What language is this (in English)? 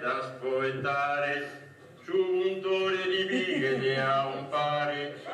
Sardinian